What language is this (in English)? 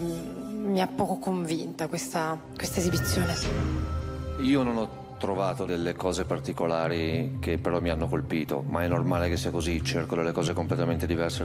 Italian